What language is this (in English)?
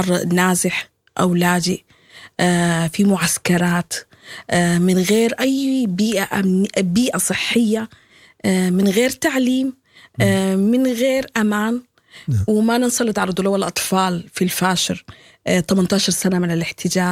Sudanese Arabic